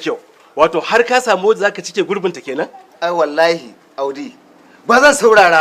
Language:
Hausa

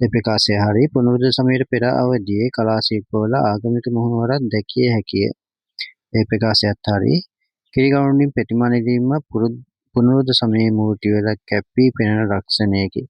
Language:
Sinhala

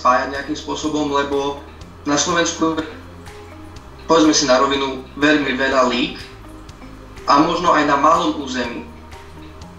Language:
Slovak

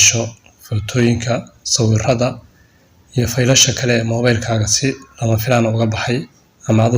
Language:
Somali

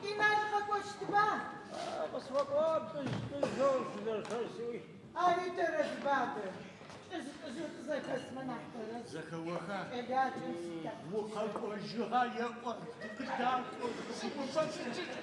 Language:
Adyghe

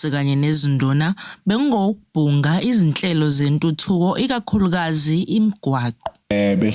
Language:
Zulu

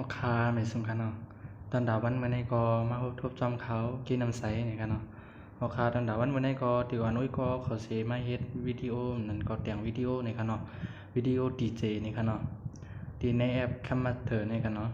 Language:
Shan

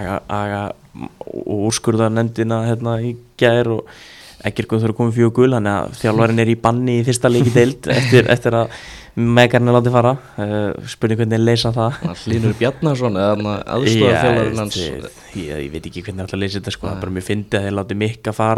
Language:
Icelandic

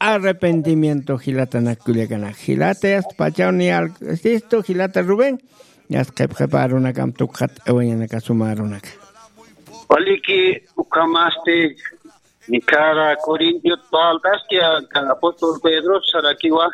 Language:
Aymara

